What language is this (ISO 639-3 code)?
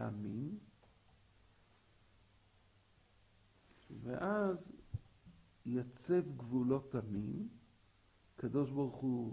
heb